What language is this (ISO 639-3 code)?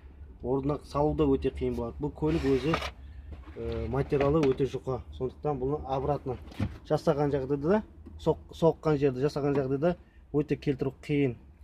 kaz